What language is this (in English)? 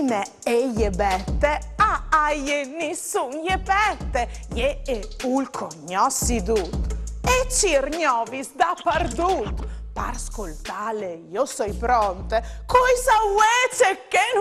Friulian